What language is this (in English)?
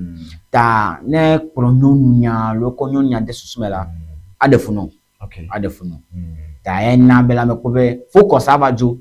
Ewe